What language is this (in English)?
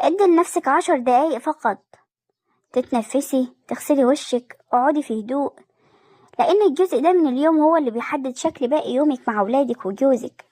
Egyptian Arabic